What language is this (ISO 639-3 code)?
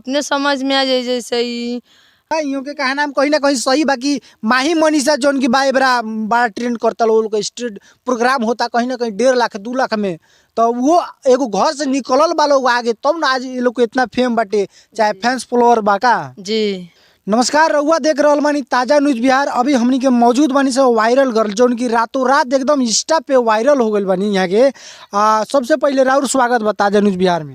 bho